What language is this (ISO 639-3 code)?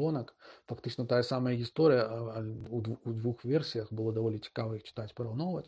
bel